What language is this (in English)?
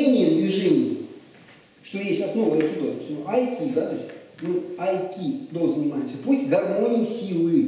Russian